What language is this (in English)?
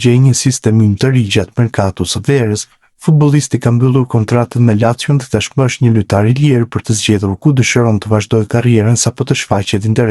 Albanian